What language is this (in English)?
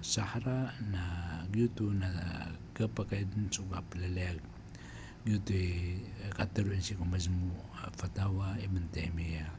Maranao